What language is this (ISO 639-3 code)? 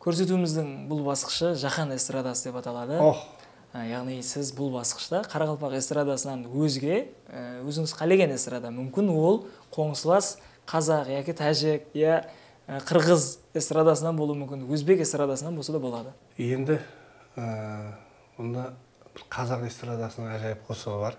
kaa